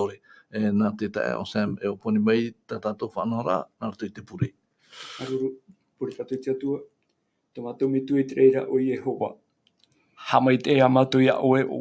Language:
Tahitian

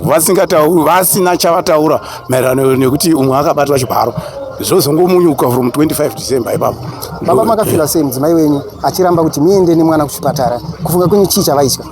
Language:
Shona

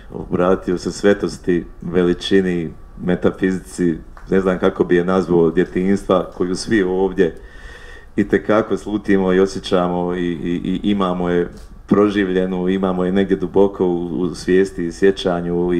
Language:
Bosnian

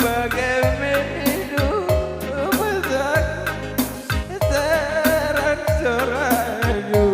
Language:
Batak Karo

